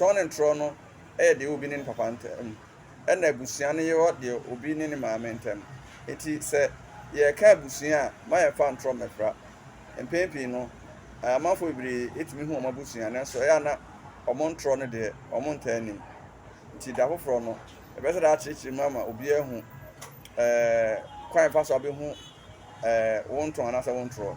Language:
Akan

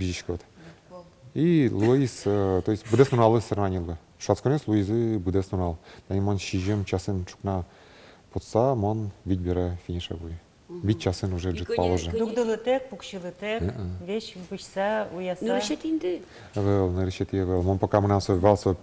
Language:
Udmurt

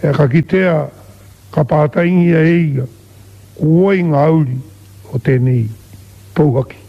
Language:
Māori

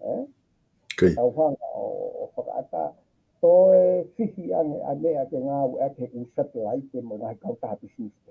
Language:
Tongan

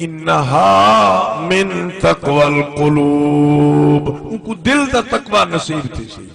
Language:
Saraiki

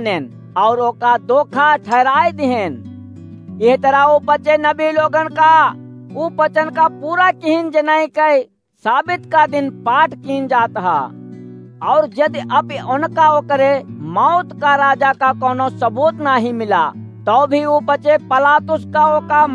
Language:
Awadhi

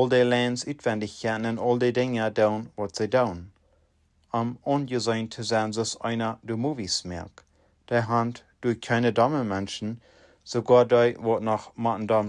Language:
Plautdietsch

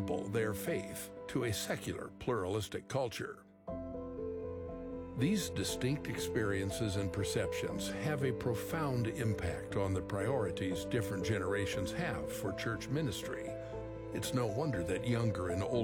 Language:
English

